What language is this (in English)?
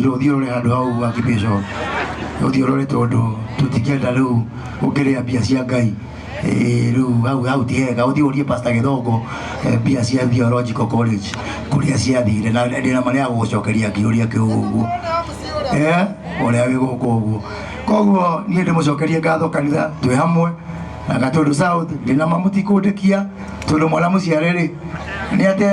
Kikuyu